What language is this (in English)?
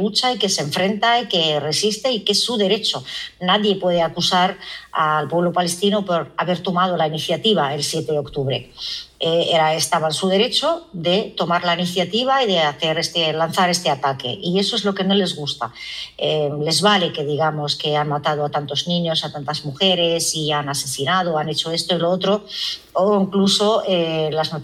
Spanish